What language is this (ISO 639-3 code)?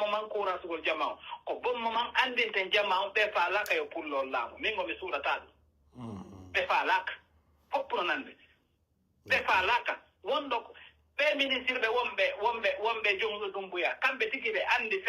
fuf